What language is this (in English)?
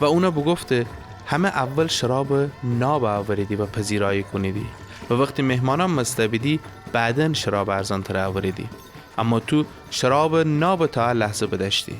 Gilaki